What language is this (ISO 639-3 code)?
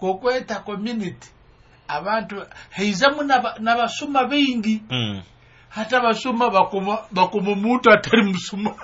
nyo